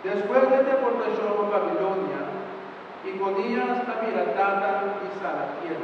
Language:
Papiamento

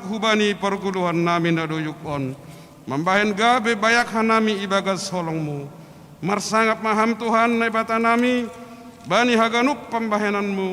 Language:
Batak Simalungun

